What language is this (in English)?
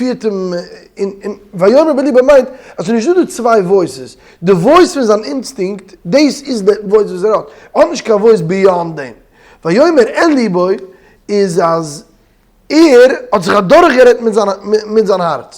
Yiddish